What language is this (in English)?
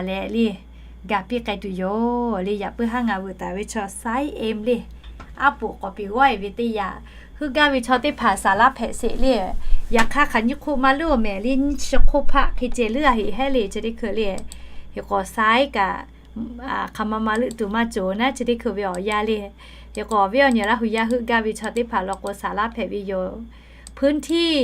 Lahu